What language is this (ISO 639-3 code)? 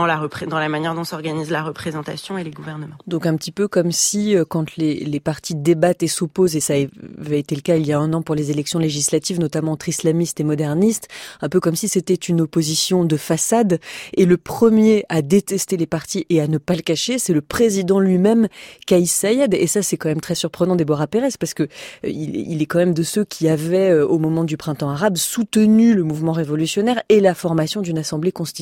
fra